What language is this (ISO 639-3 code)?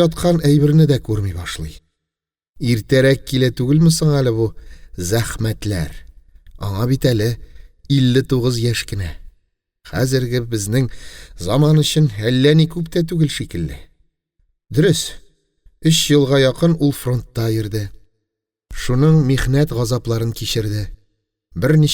tat